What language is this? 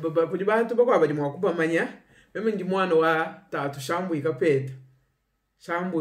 Luba-Lulua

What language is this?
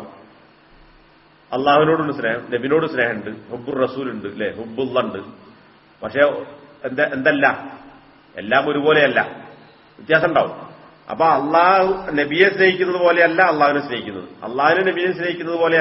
Malayalam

